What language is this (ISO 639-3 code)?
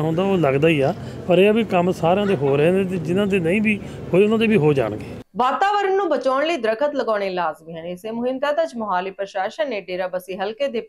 pan